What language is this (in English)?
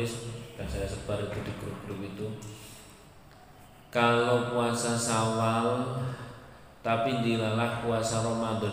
Indonesian